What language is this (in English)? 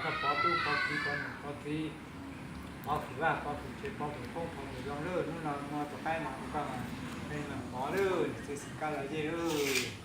Hmong